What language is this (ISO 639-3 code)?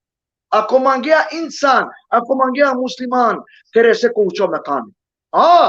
rmn